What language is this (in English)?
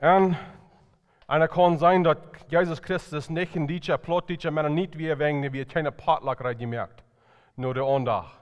Plautdietsch